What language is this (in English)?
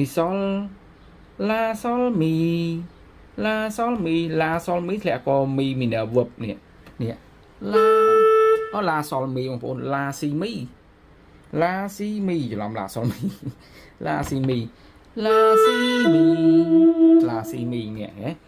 Khmer